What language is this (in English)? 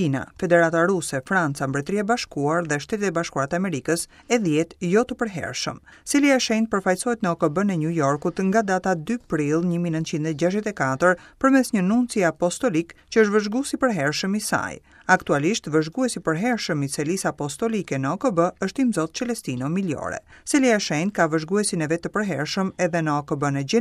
Albanian